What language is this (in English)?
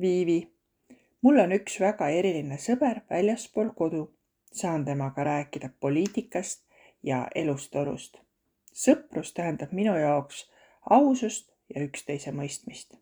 Estonian